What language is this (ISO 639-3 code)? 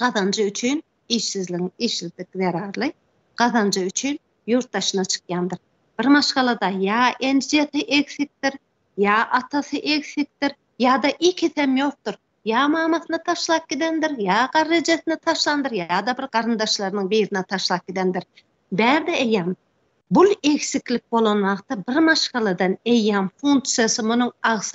tuk